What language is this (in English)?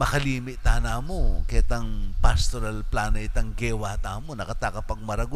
Pampanga